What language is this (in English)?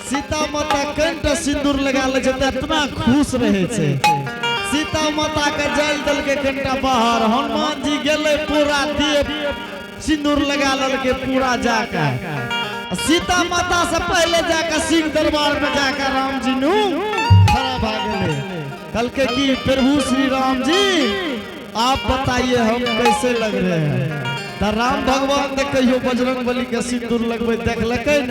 Angika